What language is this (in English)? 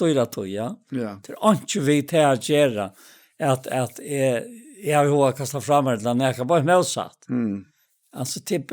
Faroese